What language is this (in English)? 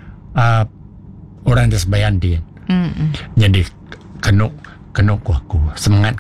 Iban